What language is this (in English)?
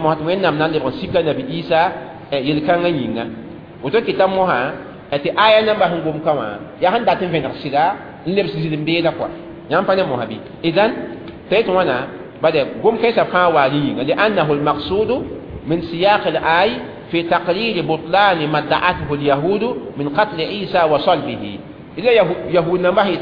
Mossi